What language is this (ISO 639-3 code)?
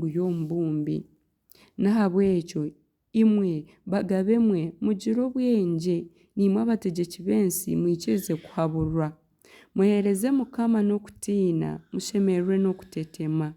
nyn